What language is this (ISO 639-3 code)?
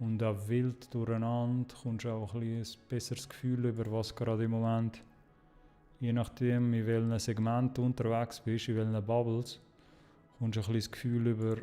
gsw